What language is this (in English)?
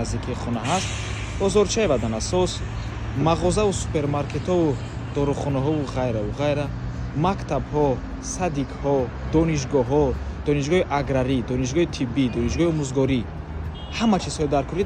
Tajik